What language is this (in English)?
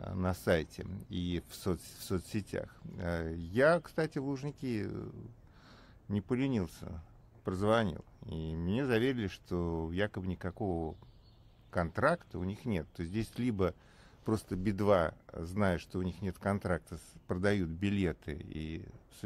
Russian